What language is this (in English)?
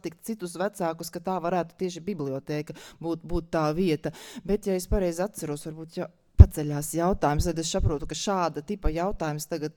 Latvian